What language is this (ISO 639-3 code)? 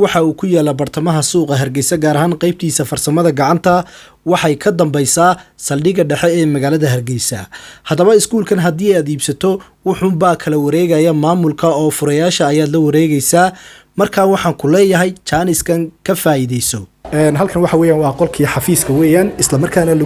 som